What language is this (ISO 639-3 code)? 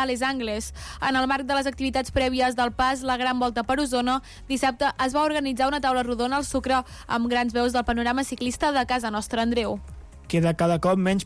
cat